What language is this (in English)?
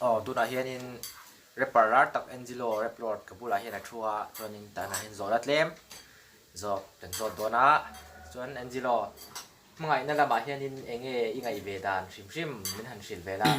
Mizo